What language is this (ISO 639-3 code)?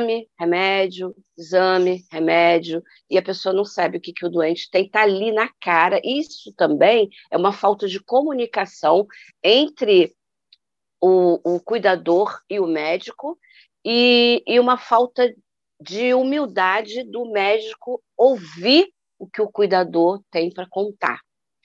por